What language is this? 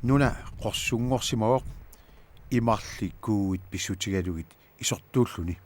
Kalaallisut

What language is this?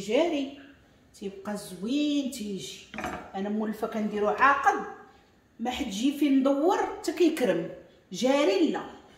Moroccan Arabic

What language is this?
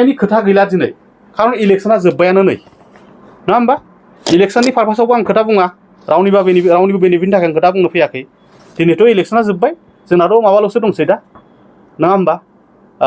Bodo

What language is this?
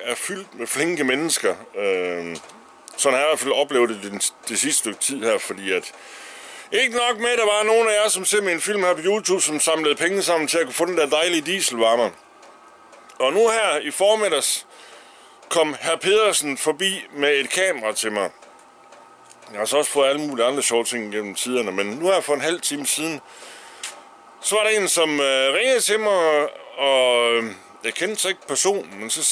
Danish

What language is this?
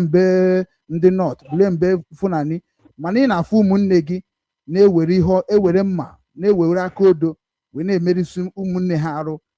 Igbo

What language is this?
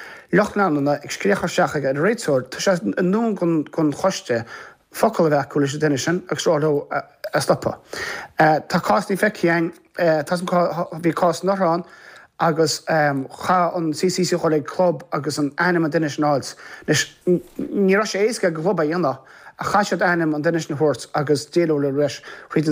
Irish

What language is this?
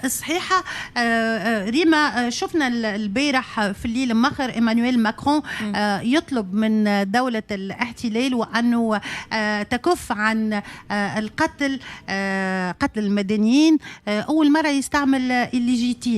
Tunisian Arabic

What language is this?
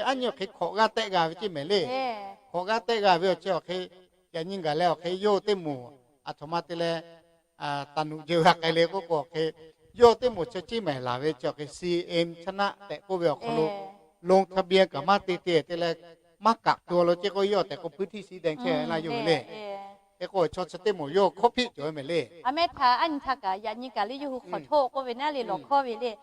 Lahu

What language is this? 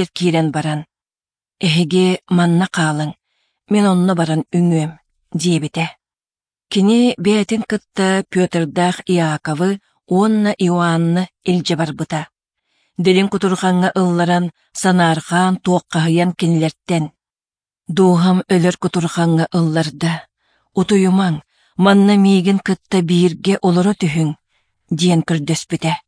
Yakut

